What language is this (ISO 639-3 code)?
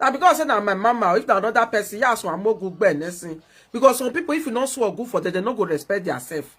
pcm